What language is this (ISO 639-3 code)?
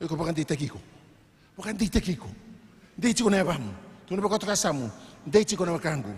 fij